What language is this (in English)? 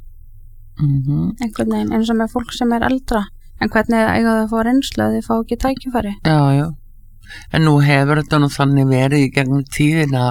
Icelandic